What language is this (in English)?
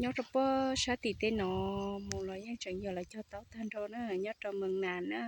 Hmong